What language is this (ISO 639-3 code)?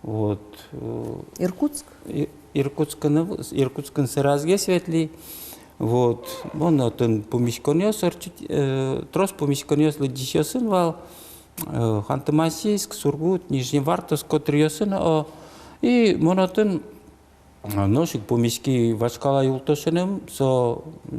udm